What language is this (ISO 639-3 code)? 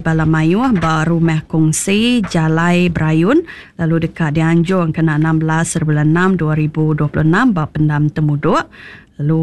iba